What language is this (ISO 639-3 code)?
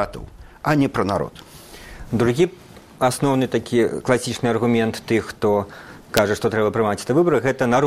bel